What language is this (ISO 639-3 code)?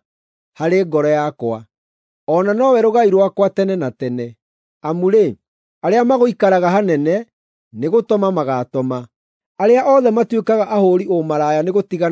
kik